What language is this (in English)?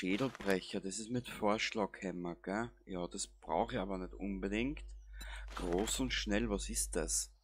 Bavarian